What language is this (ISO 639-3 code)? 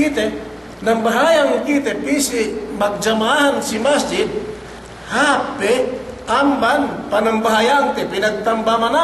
yka